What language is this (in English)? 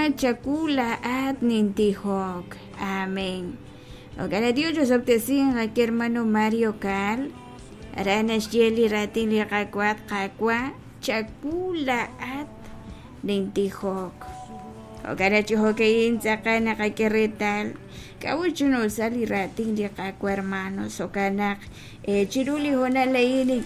Kekchí